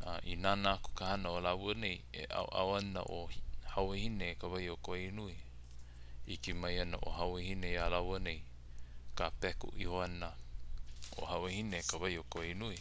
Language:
Hawaiian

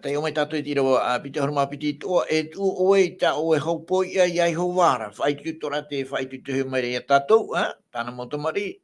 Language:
Tahitian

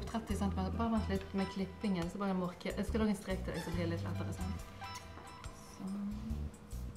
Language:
Norwegian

